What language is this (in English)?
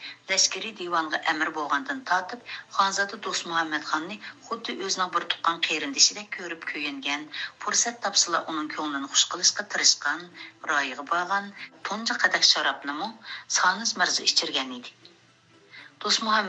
Uyghur